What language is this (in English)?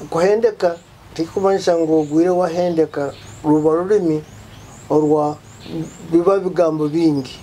Nyoro